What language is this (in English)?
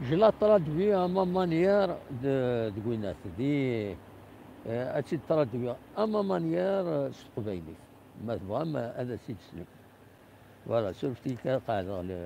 Kabyle